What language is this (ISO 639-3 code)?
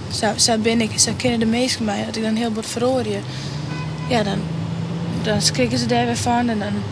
fry